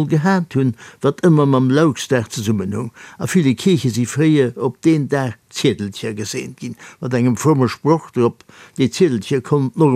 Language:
Luxembourgish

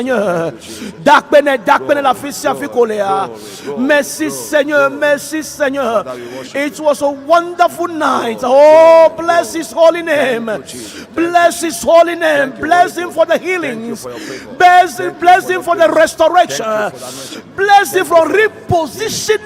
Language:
Ewe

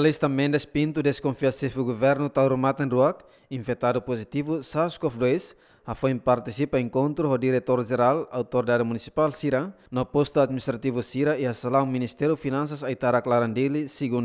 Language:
Tetum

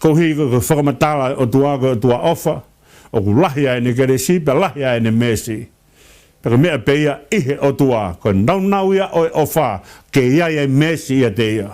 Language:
Tongan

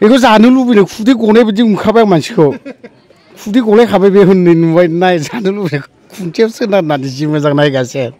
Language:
Bodo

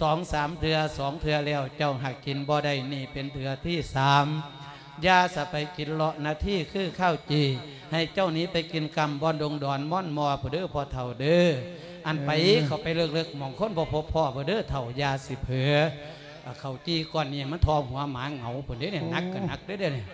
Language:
Lao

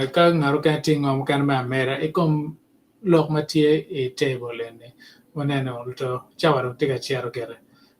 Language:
Acoli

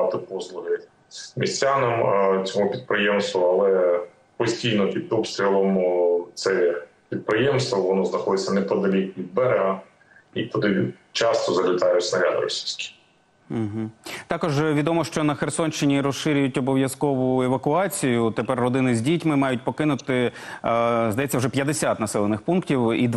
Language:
Ukrainian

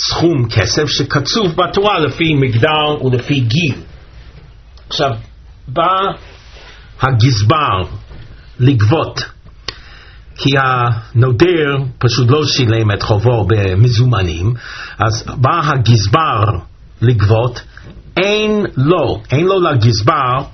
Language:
Hebrew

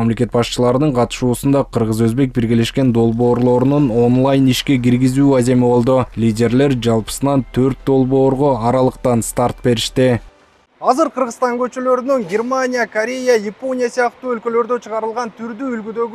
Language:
Kyrgyz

